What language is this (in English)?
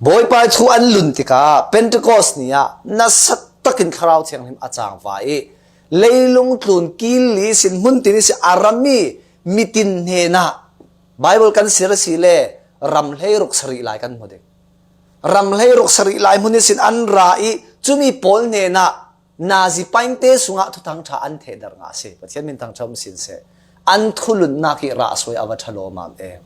Falam Chin